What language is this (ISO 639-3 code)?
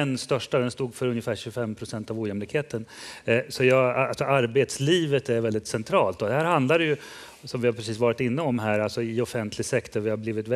swe